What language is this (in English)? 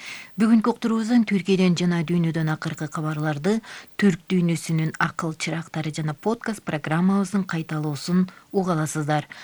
Kyrgyz